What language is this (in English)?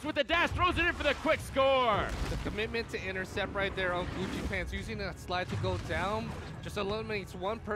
English